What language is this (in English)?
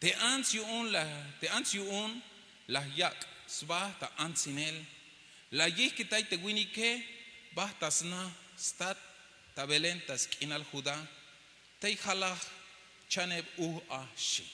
Tzeltal